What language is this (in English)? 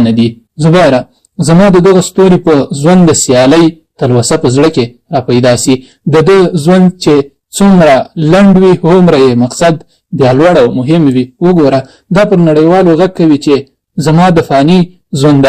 Pashto